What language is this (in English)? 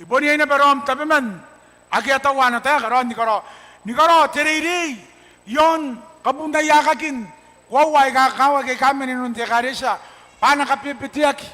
Gilbertese